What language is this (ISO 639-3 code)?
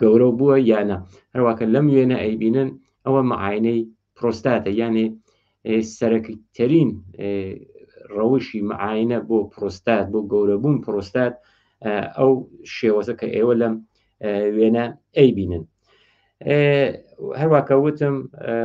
ckb